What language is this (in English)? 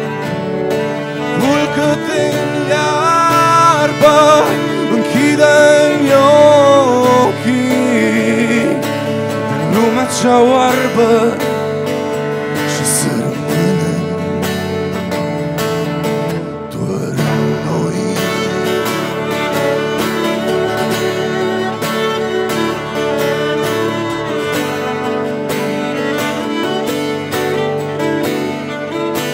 Romanian